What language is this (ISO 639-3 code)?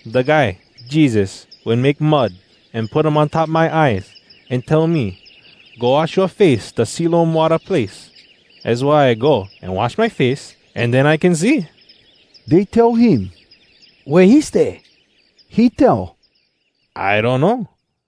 hwc